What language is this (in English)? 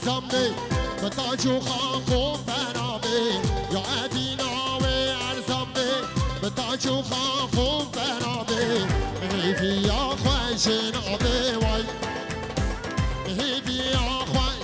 Kurdish